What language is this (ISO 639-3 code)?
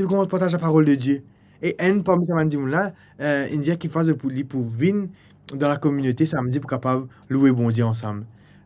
mfe